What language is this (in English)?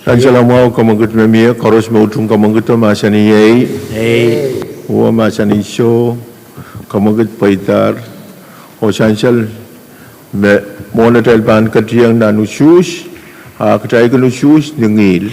Pohnpeian